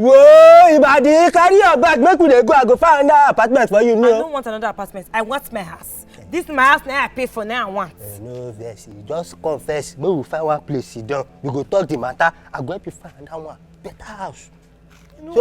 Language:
Nigerian Pidgin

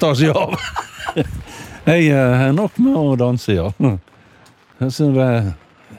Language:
Norwegian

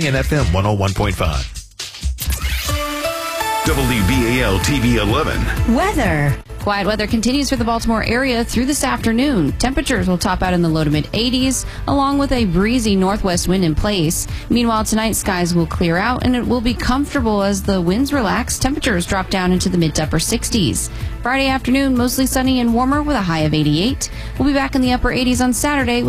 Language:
English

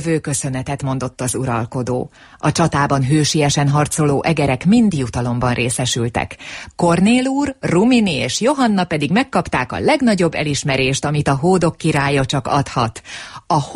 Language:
Hungarian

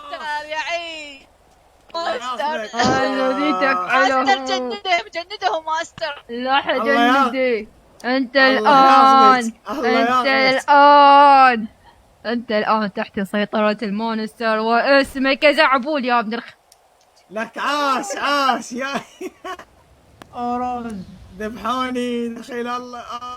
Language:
Mesopotamian Arabic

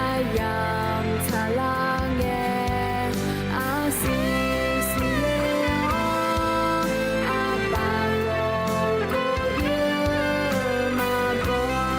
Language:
Akha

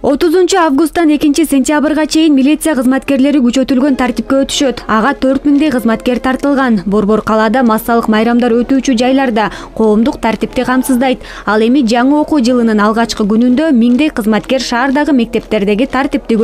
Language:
Kyrgyz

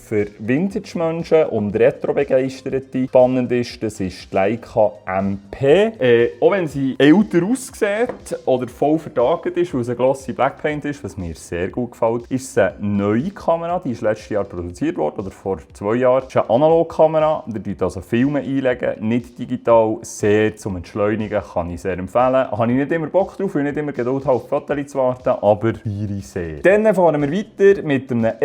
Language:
Swiss German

